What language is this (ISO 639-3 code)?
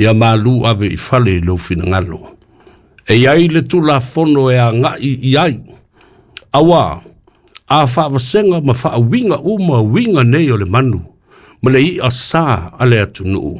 smo